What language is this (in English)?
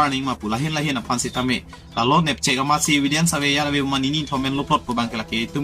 Karbi